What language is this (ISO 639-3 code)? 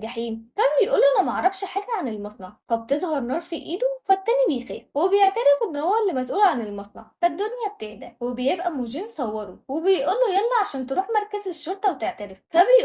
arz